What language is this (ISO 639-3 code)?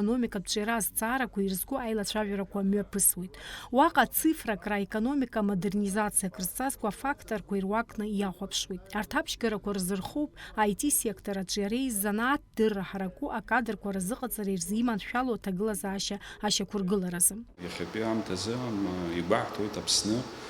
abk